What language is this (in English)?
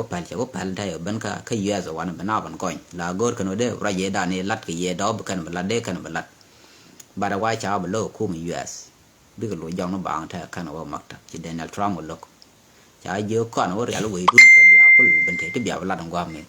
Nuer